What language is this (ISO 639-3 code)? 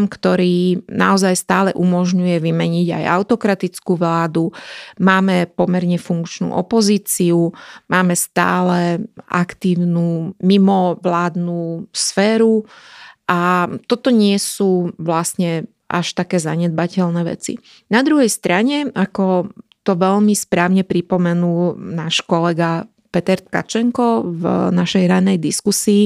slk